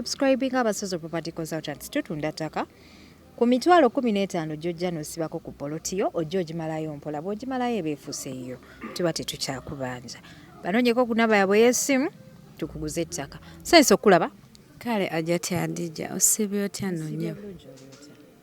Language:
Ganda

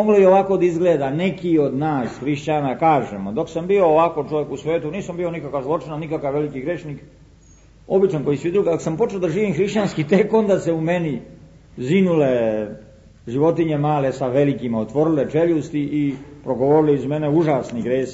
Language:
Serbian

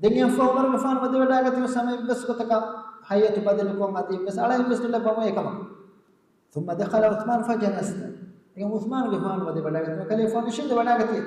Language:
Divehi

